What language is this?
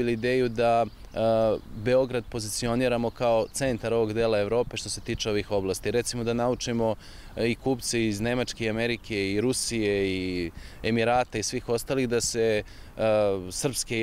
Serbian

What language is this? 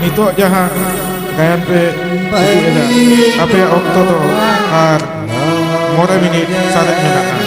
Santali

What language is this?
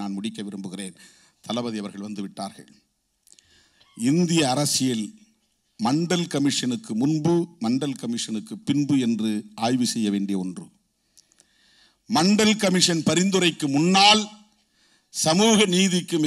Tamil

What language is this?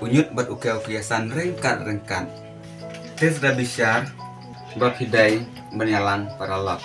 Khasi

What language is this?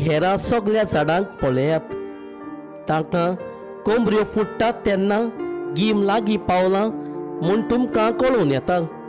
Konkani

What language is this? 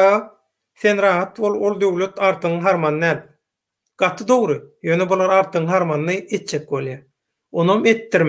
Turkmen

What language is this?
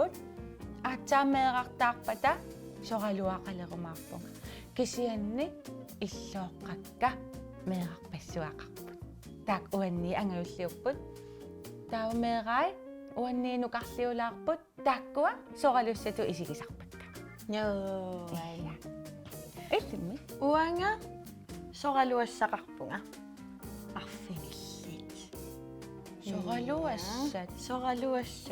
Kalaallisut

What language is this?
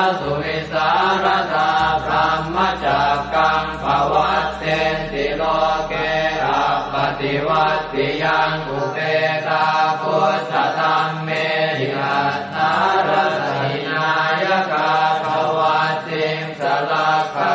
Pali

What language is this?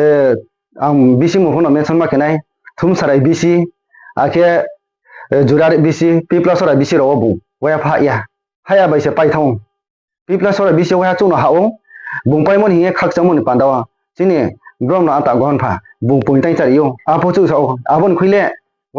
Kok Borok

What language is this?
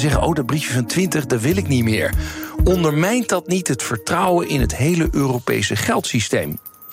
Dutch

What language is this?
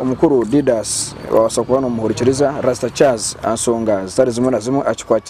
Nyankole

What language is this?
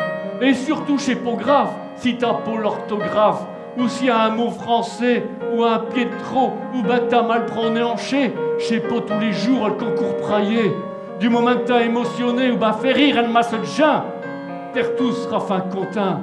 Picard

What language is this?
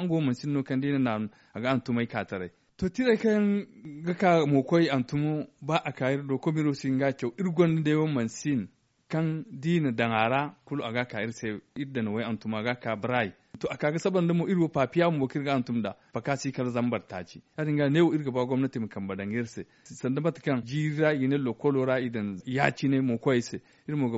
Zarma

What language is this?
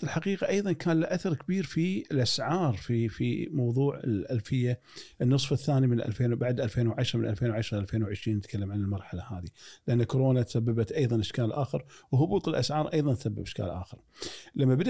Gulf Arabic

